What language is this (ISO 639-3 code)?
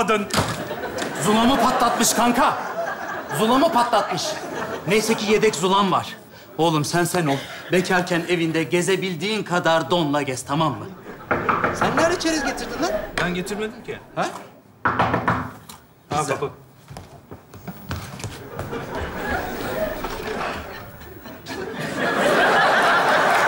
tur